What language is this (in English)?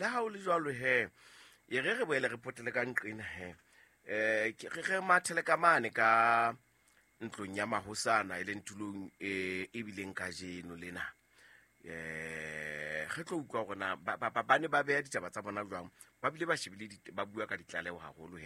Southern Sotho